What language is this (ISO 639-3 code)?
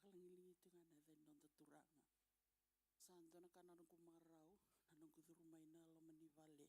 fij